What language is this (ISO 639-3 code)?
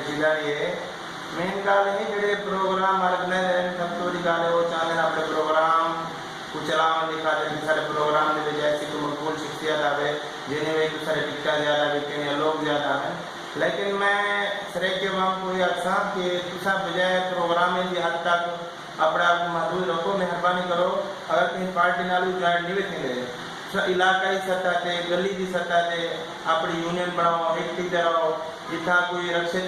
skr